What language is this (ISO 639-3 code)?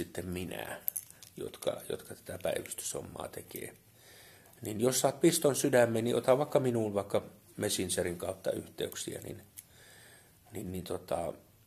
fin